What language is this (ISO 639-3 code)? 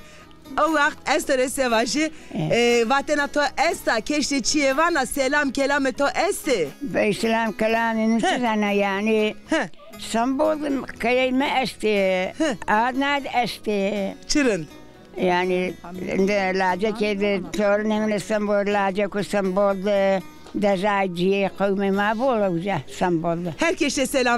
zza